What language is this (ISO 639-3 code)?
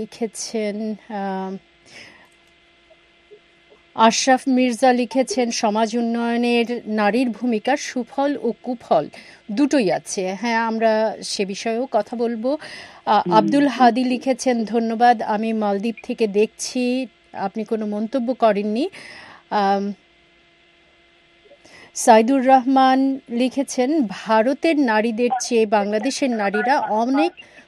ben